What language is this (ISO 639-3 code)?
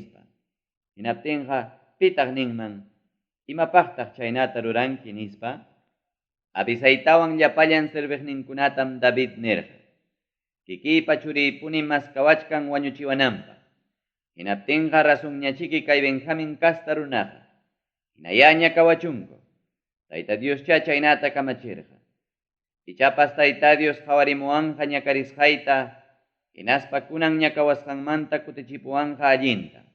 quy